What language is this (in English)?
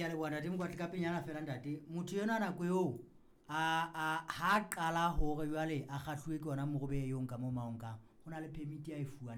Southern Sotho